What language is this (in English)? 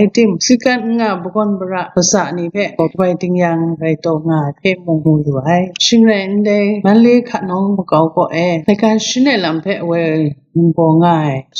Kachin